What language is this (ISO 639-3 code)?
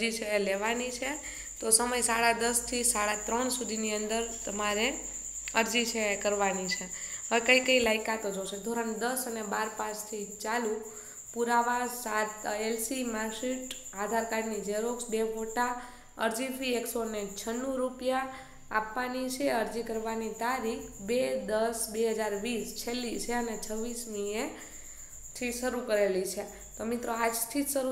guj